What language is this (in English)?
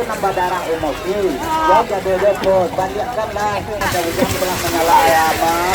Minangkabau